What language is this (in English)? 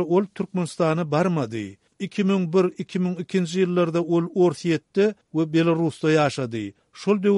Turkmen